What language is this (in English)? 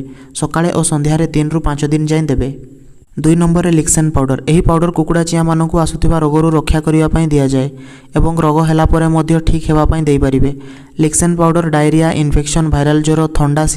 Odia